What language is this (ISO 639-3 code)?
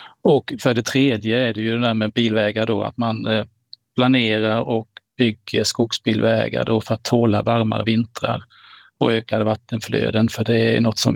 swe